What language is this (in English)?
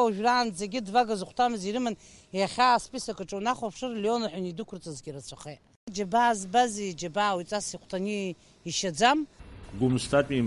Abkhazian